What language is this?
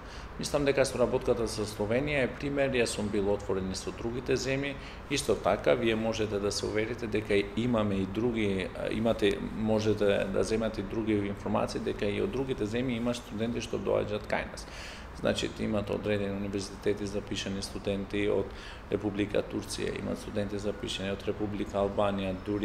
Macedonian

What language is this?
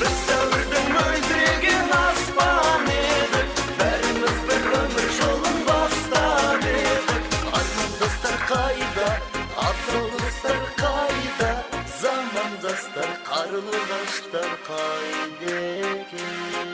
Kara-Kalpak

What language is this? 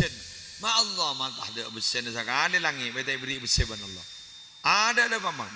Madurese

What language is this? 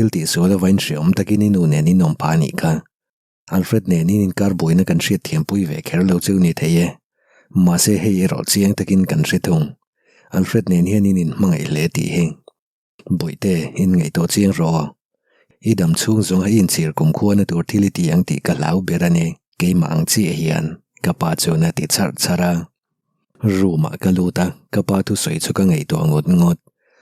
Mizo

